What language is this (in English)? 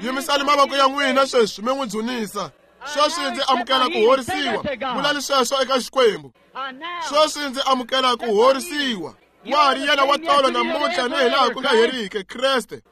Tsonga